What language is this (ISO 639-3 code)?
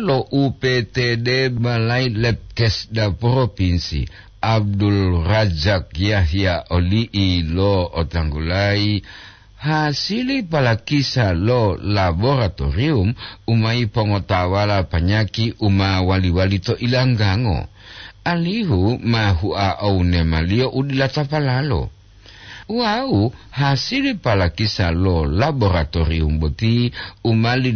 gor